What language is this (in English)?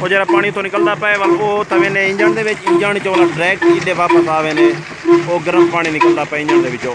Saraiki